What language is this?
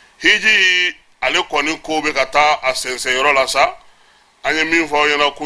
Bambara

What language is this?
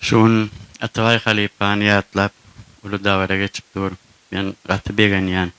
Turkmen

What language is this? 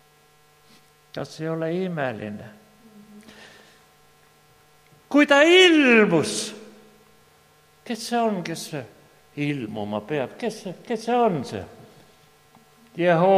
Estonian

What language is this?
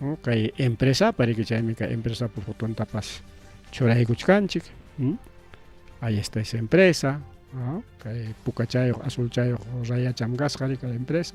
Ayacucho Quechua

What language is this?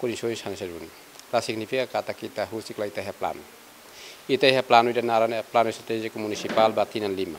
Tetum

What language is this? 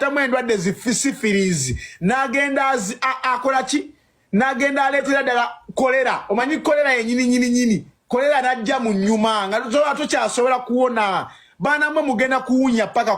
Ganda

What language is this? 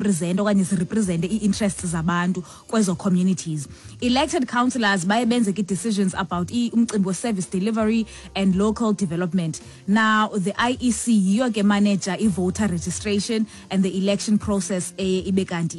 Xhosa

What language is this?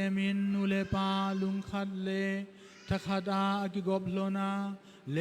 Thado Chin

